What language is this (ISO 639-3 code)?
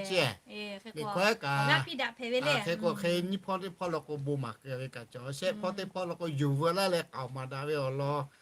lhu